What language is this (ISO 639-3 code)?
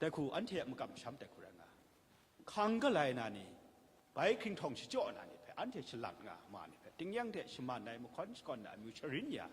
kac